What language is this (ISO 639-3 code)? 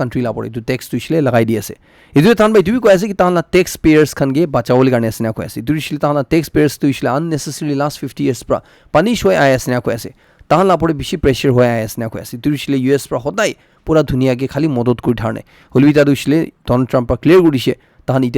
nag